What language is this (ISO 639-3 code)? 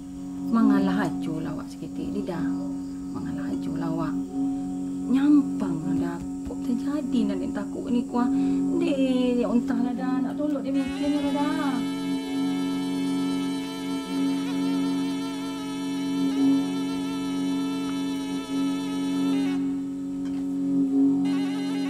min